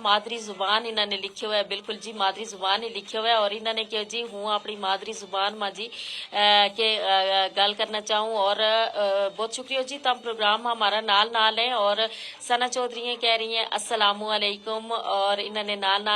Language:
Gujari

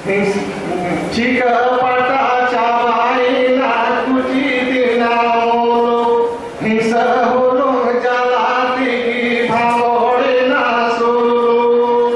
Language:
Santali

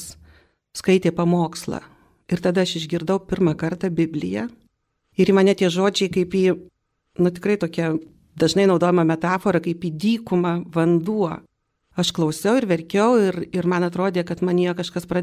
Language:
Lithuanian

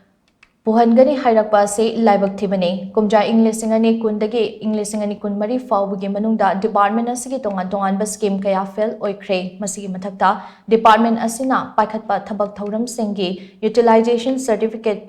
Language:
Manipuri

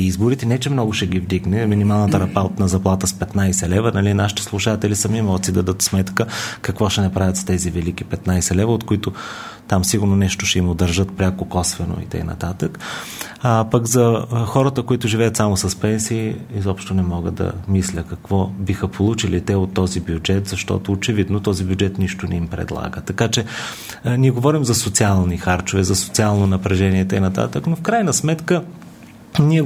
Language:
Bulgarian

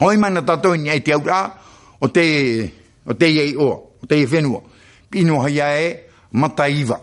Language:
Tahitian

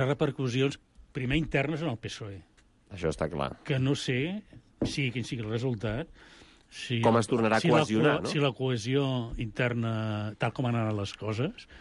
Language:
Catalan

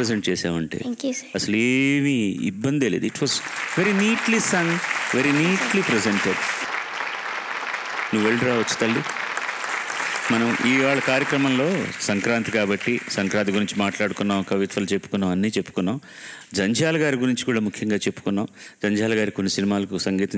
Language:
Telugu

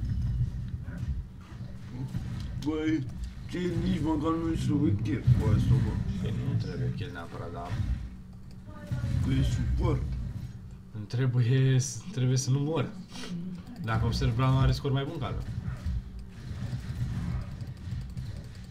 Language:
Romanian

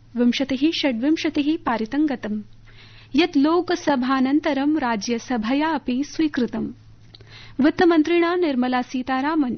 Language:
Sanskrit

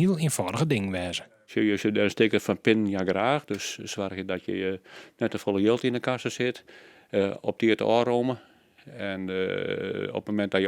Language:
Western Frisian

